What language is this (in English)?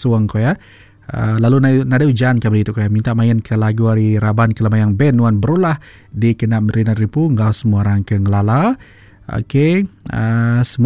Iban